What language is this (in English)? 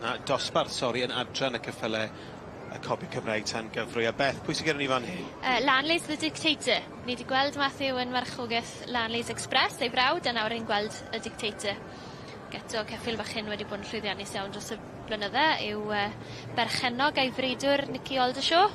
Welsh